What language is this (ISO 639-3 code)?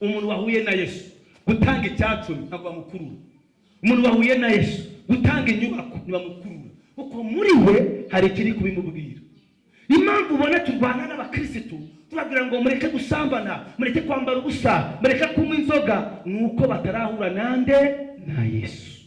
kin